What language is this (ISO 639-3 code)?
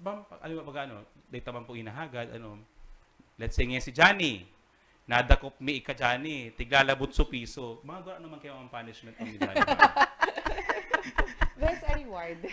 bik